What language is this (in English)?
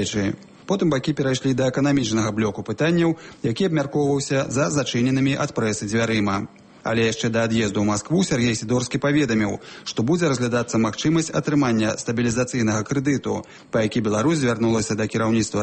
Belarusian